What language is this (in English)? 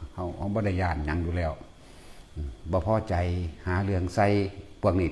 Northeastern Thai